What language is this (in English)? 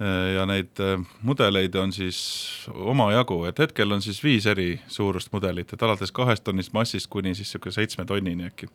Estonian